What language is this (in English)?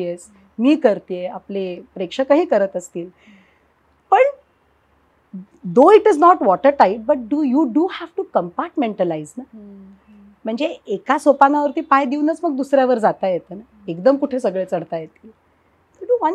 Marathi